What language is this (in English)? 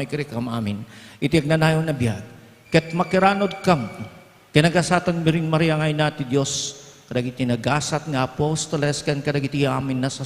Iloko